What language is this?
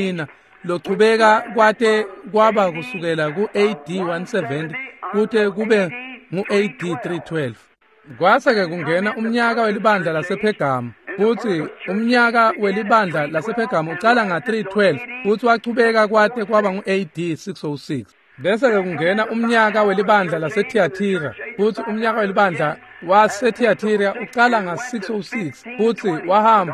Swati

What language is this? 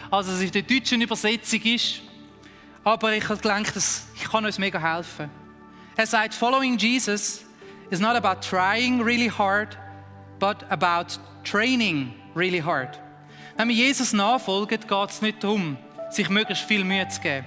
Swiss German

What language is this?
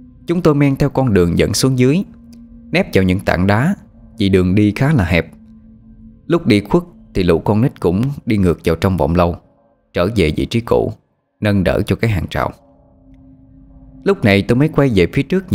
Vietnamese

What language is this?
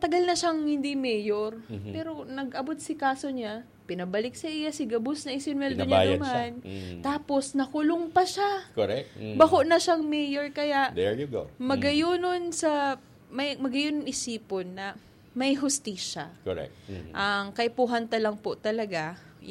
Bikol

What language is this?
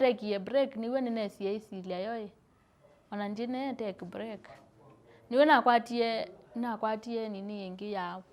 Kamba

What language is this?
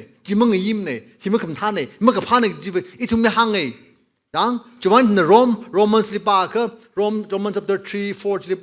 Tangkhul Naga (India)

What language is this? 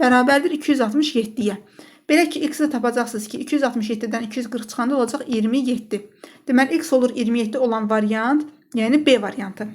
Azerbaijani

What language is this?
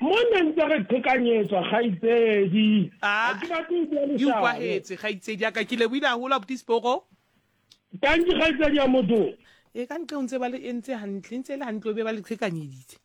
Southern Sotho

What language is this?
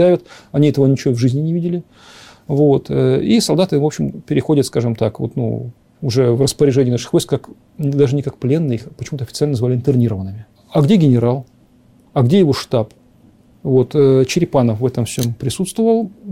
Russian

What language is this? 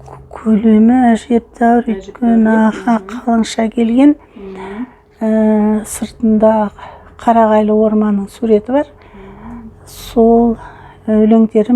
Kazakh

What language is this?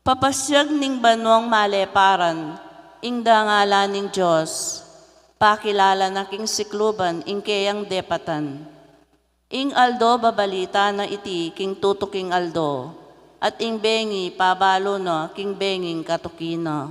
Pampanga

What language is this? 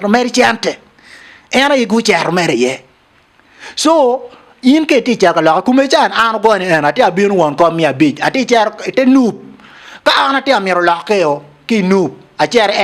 Acoli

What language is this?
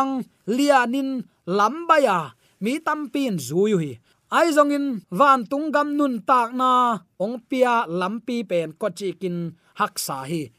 Tedim Chin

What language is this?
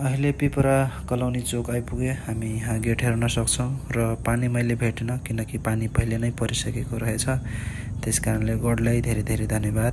Nepali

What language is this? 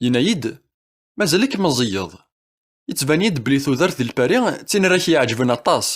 Kabyle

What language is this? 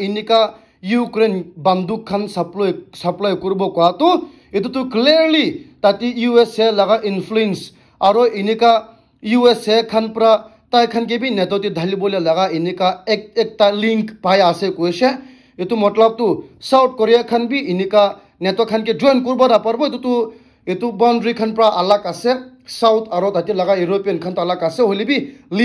Naga Pidgin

